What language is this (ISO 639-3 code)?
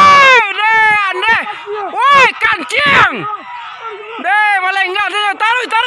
min